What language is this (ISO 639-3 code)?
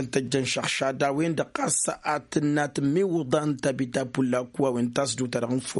taq